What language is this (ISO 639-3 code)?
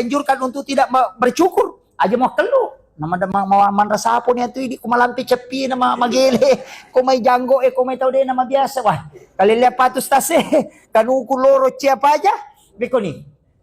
bug